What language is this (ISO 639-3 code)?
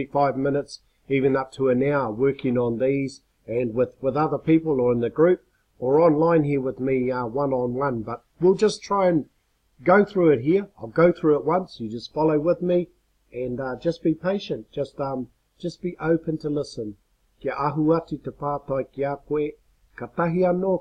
mri